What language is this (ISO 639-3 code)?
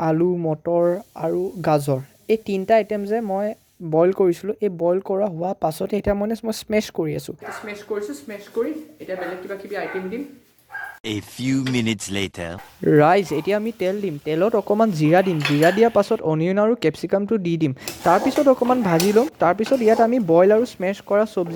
asm